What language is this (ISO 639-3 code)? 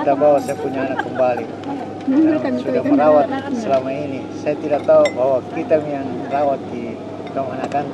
mfp